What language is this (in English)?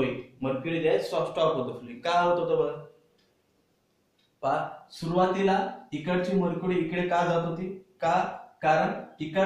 Marathi